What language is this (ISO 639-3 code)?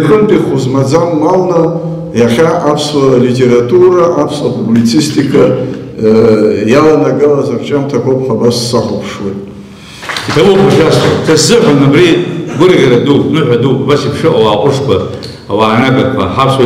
abk